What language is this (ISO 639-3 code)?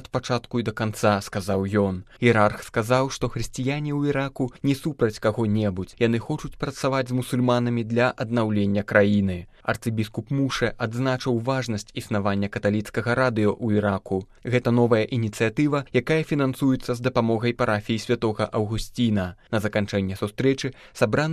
bel